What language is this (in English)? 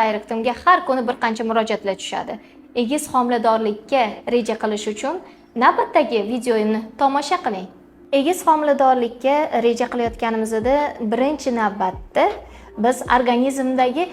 Uzbek